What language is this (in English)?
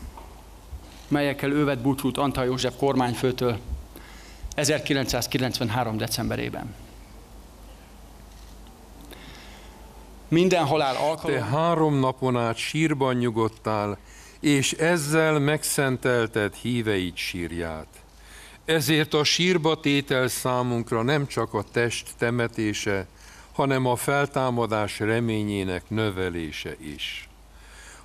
Hungarian